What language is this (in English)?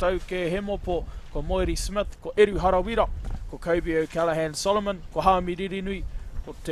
Māori